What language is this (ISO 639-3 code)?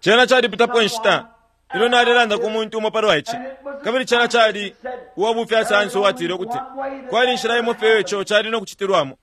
bem